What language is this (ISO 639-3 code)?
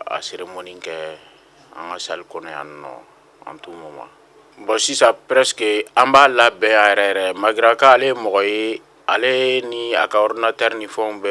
bam